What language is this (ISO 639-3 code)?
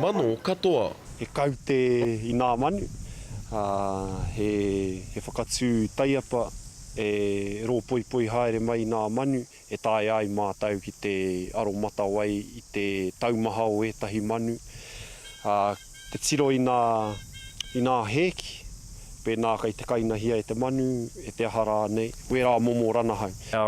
mri